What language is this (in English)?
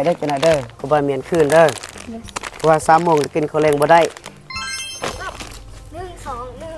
Lao